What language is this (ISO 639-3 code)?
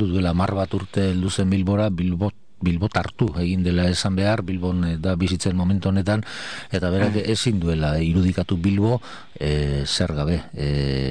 eus